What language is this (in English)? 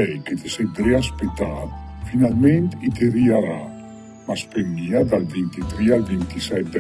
Lombard